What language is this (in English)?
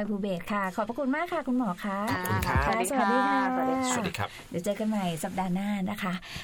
Thai